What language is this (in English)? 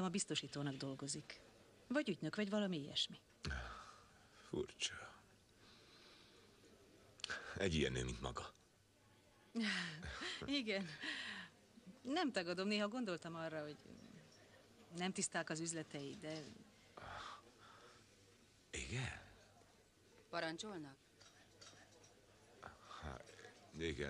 Hungarian